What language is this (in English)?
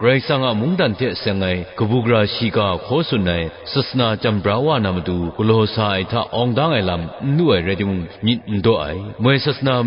Kachin